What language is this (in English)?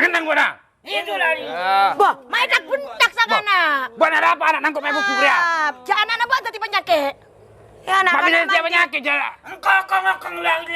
Madurese